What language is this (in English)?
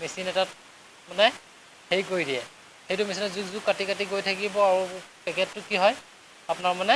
Assamese